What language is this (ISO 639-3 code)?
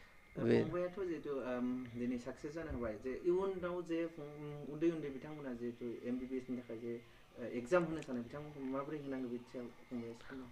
brx